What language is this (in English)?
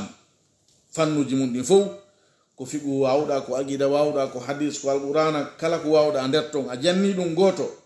Pular